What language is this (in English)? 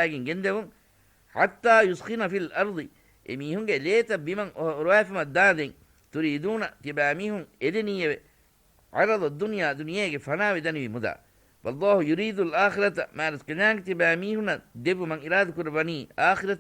Divehi